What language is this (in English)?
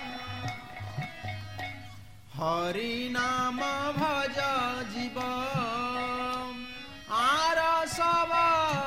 Odia